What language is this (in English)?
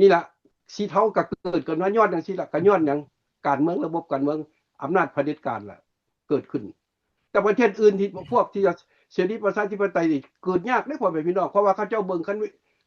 Lao